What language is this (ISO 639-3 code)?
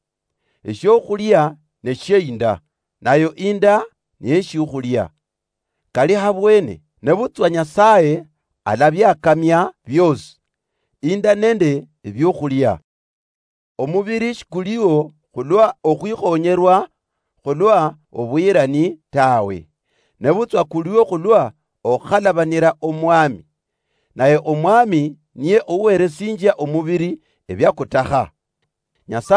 luy